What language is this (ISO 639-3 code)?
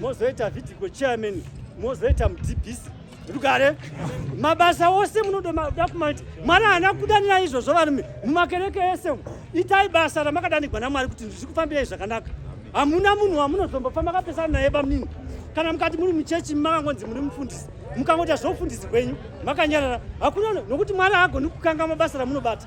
sna